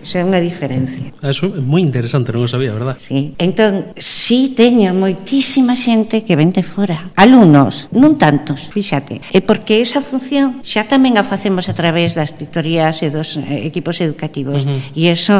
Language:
Galician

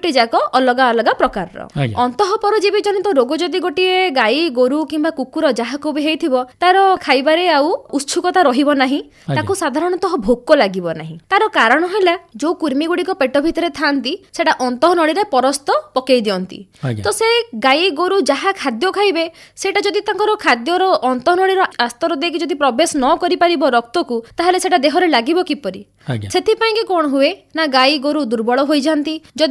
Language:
Odia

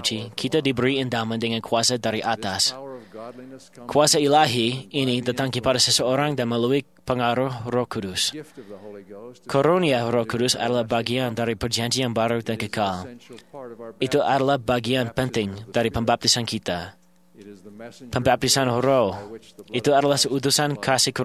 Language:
Indonesian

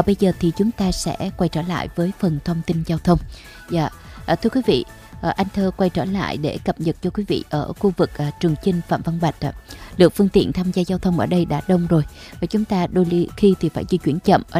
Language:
Vietnamese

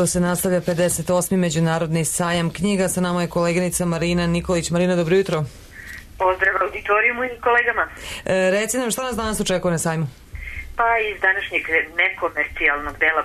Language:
Serbian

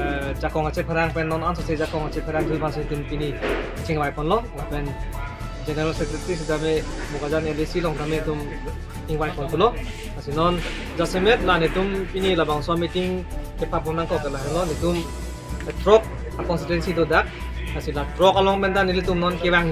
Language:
Karbi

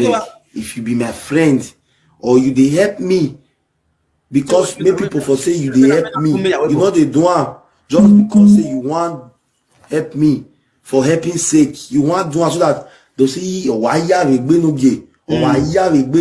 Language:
Nigerian Pidgin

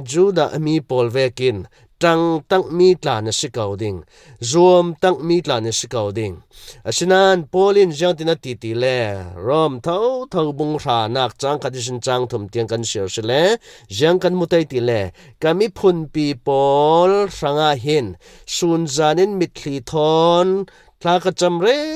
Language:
Falam Chin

